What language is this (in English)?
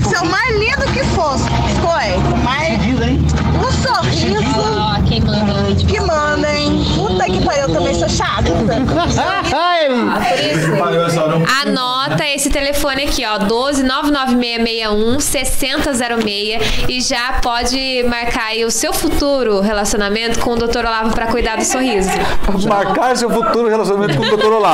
Portuguese